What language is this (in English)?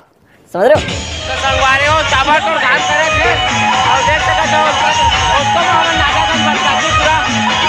Chhattisgarhi